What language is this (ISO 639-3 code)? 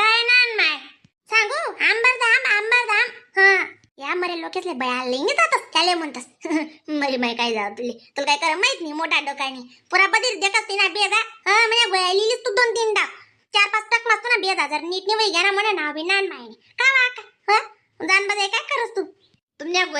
khn